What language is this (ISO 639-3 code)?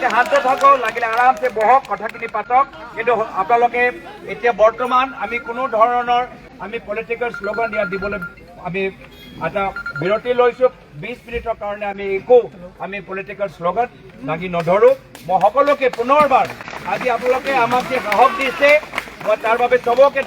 asm